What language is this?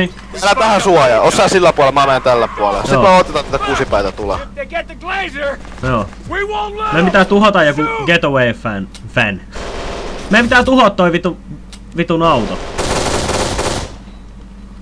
Finnish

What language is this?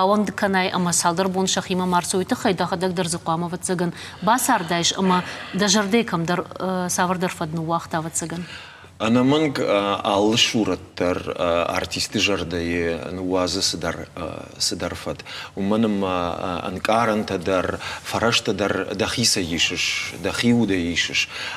Ossetic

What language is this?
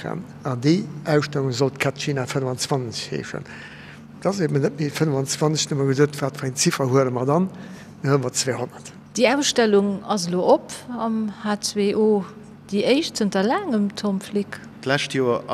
Luxembourgish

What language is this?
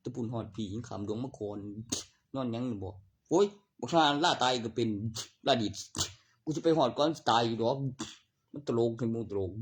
Northeastern Thai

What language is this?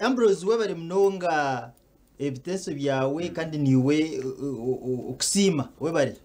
Nyankole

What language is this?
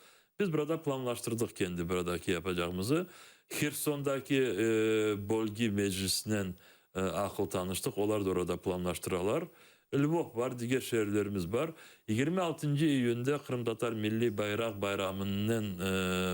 Crimean Tatar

